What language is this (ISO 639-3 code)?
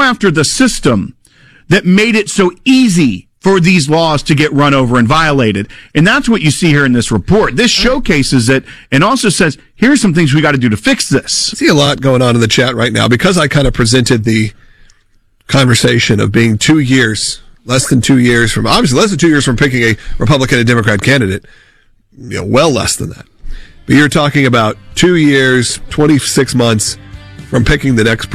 eng